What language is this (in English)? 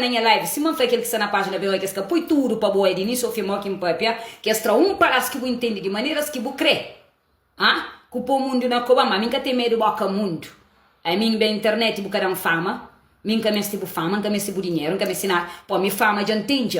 Kabuverdianu